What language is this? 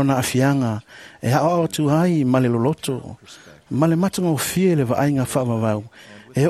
Samoan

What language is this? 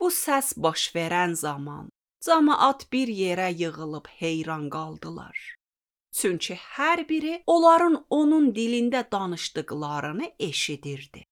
Azerbaijani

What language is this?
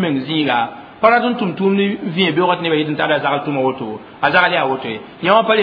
Mossi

